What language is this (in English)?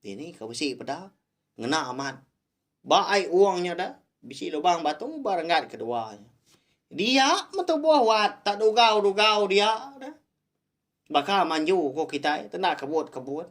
Iban